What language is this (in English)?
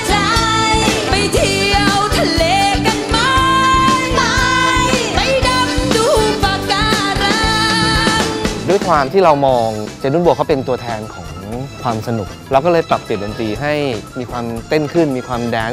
Thai